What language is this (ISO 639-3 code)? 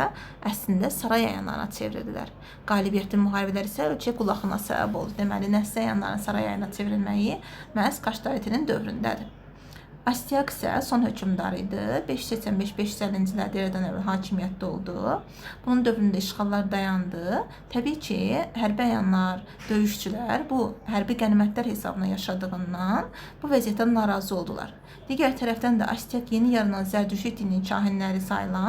aze